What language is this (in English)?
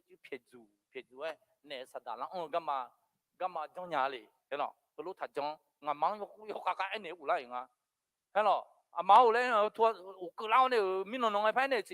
Akha